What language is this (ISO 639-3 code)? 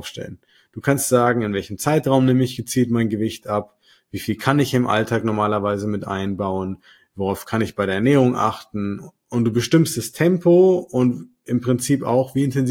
deu